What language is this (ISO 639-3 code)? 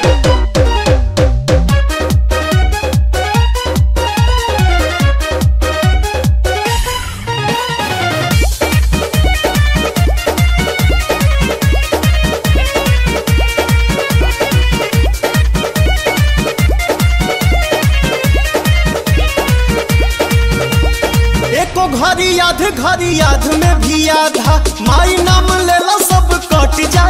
bho